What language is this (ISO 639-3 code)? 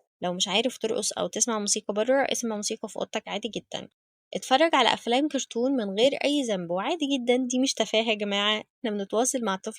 arz